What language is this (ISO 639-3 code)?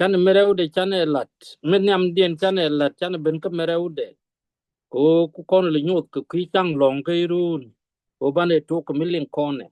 nus